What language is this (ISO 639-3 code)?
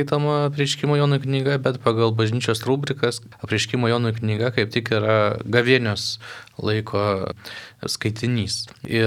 lit